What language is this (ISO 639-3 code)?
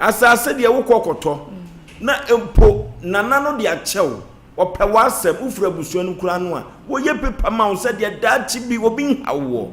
aka